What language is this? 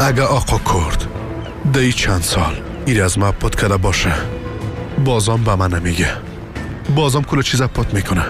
Persian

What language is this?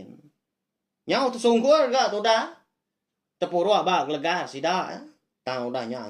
Iban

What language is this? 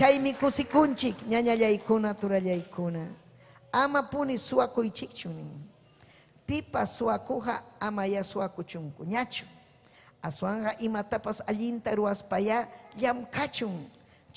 Ayacucho Quechua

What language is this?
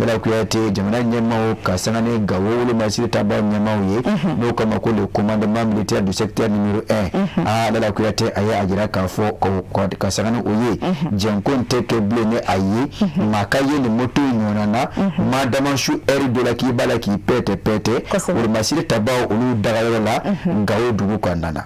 Bambara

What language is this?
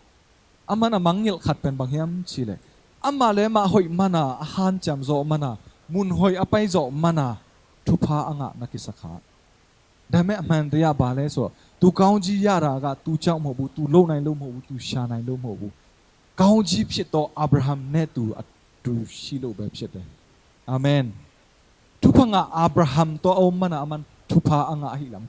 Tedim Chin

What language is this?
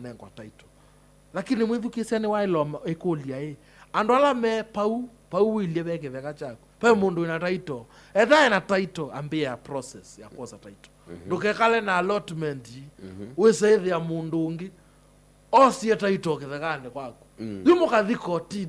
Kamba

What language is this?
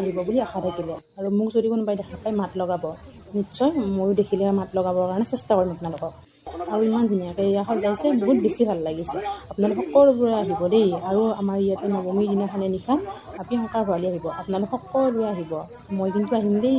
Assamese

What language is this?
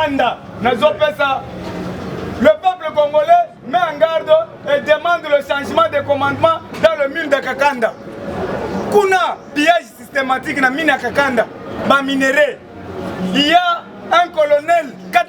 Lingala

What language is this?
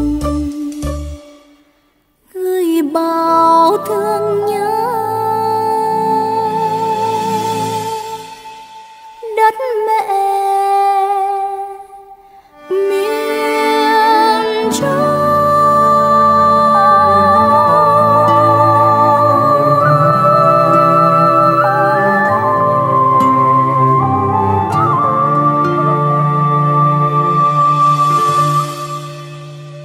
Vietnamese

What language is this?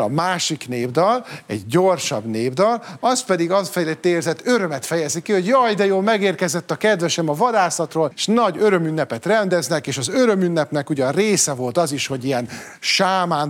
Hungarian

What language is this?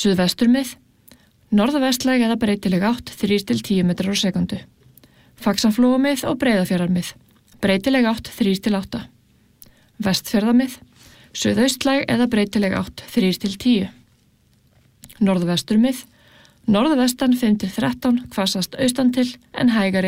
Icelandic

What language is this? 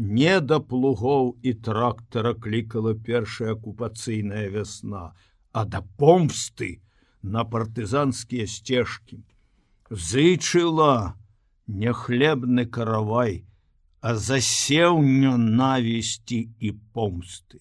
Belarusian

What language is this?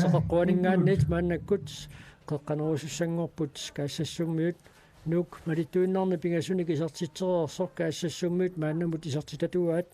Kalaallisut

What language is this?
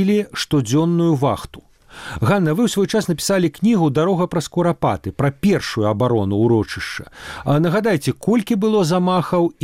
Belarusian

